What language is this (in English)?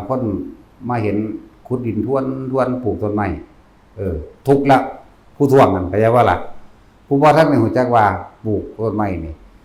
Northeastern Thai